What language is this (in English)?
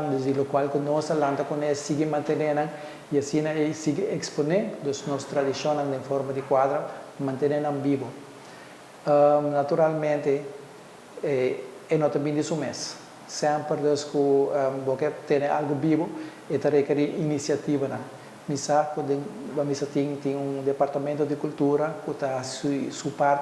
Papiamento